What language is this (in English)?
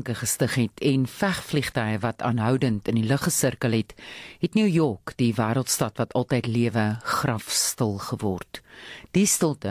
Afrikaans